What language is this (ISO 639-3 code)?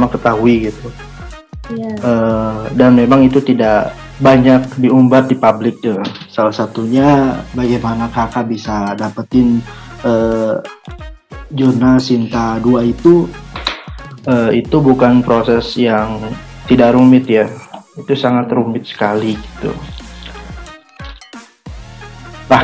ind